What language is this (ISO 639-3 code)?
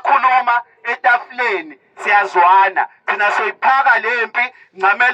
zul